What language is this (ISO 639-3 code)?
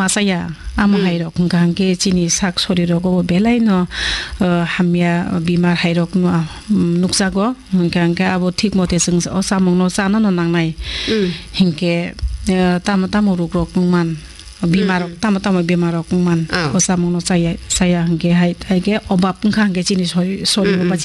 trp